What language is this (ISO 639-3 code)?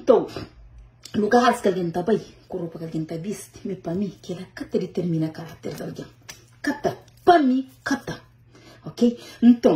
kea